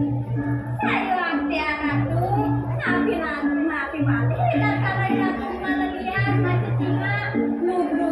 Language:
Balinese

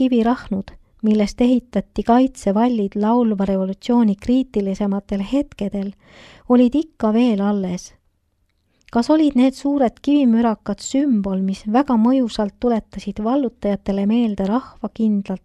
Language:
Estonian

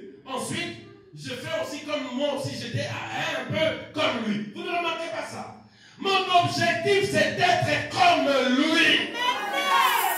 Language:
French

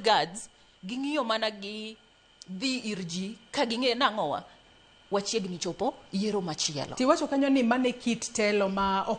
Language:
Luo (Kenya and Tanzania)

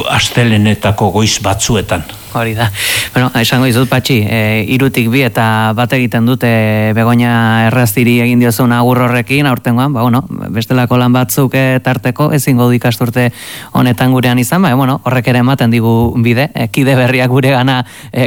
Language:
Basque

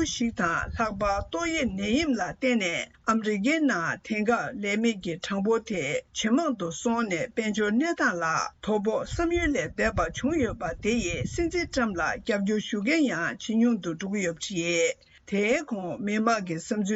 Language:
Tibetan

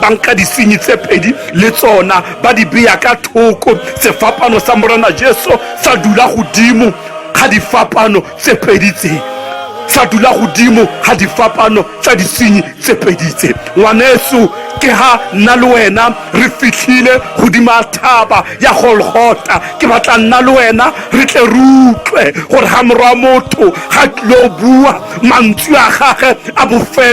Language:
Tswana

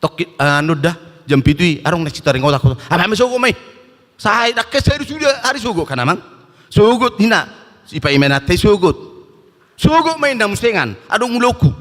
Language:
Batak Toba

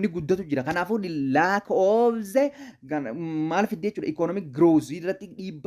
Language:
Oromo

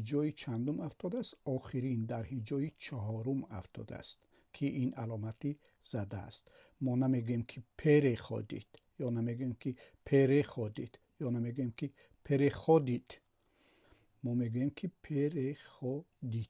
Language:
Tajik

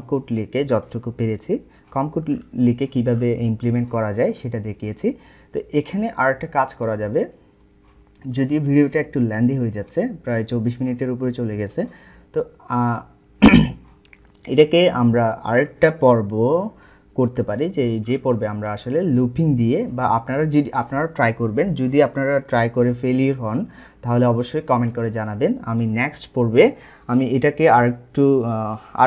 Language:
Bangla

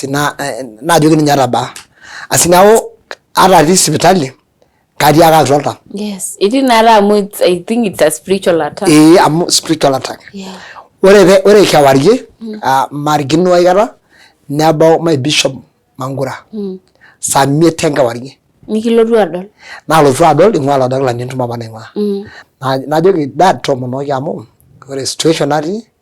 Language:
Masai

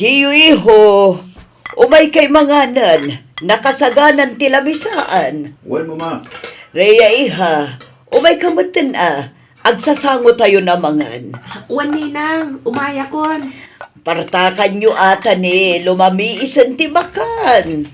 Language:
Iloko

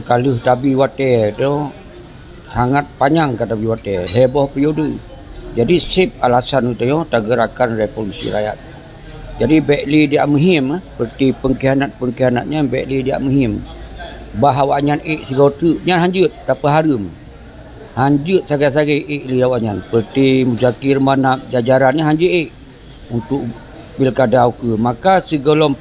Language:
Achinese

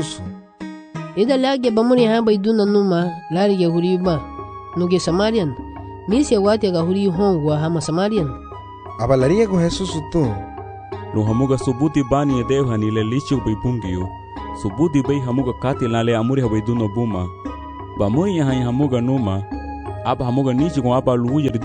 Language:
Garifuna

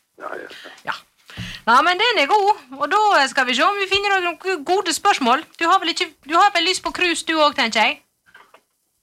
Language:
Norwegian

